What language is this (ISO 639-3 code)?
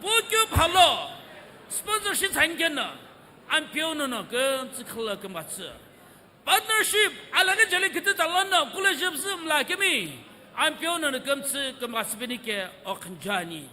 nsm